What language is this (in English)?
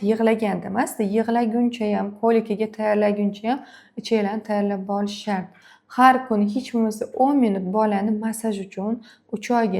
Uzbek